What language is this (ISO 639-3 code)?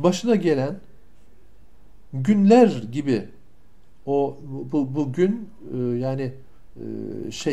tur